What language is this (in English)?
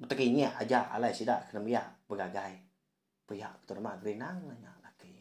Iban